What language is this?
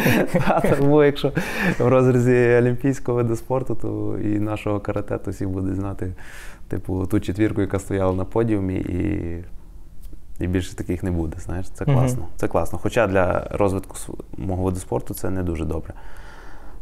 Ukrainian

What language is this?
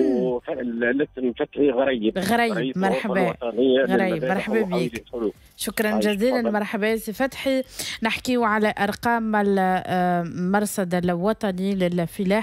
Tunisian Arabic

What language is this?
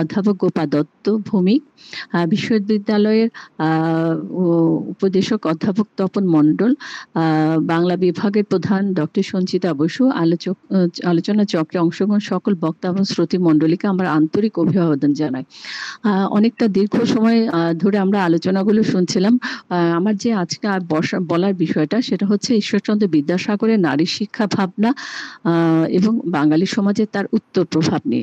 Bangla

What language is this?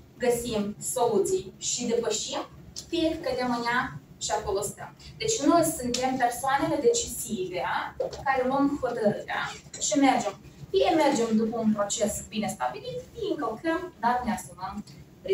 Romanian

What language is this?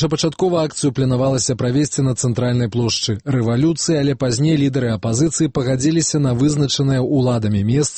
Belarusian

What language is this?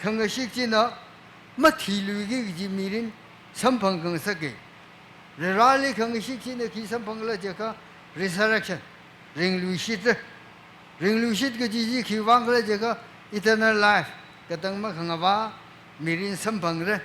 Tangkhul Naga (India)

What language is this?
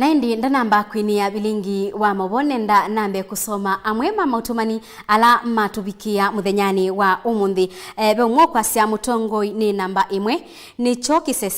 Kamba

